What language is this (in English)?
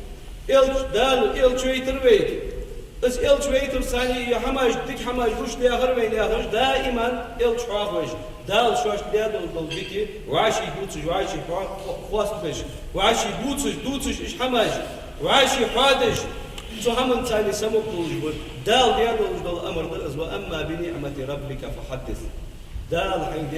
Ingush